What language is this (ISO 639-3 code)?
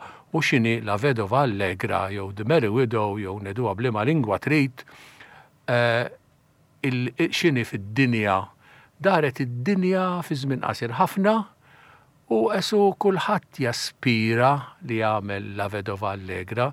mlt